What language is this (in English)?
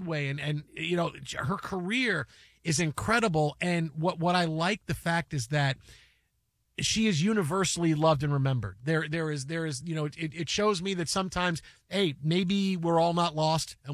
English